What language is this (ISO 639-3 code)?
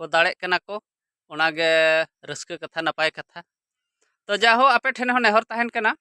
sat